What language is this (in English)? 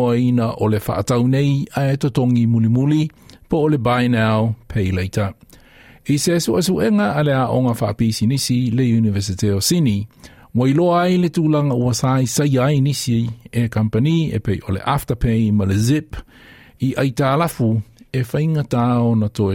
Samoan